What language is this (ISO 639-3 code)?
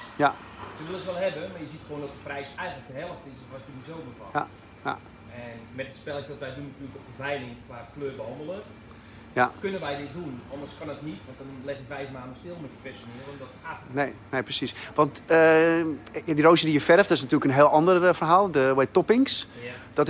nld